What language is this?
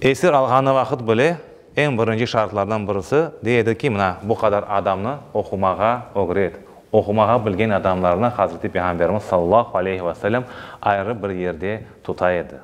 Crimean Tatar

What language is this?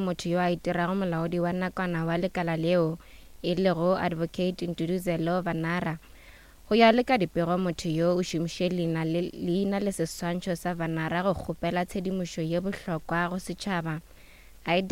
Northern Sotho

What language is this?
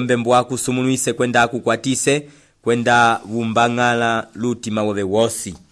Umbundu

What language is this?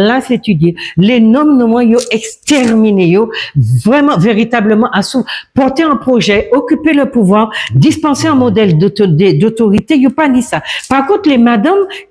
Guadeloupean Creole French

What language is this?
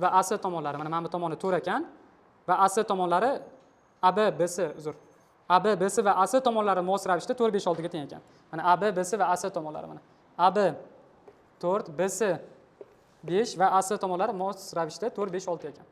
Uzbek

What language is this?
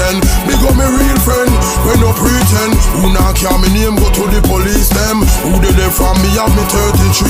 Jamaican Creole English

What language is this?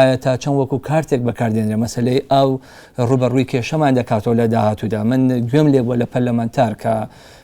Central Kurdish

